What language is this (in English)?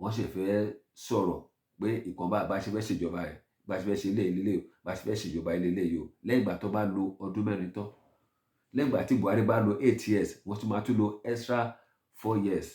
Yoruba